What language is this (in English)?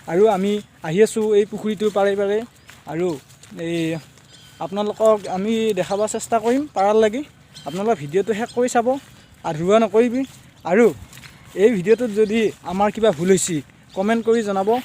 Assamese